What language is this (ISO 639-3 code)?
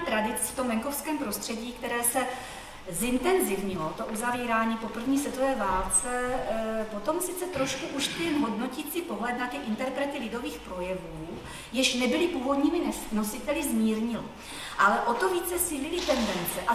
ces